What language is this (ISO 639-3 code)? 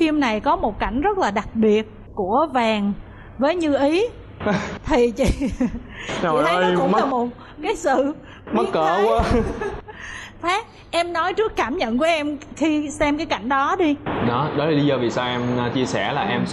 vie